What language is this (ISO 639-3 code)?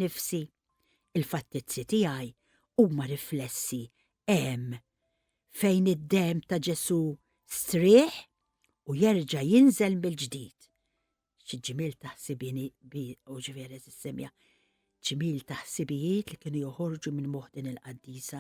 mlt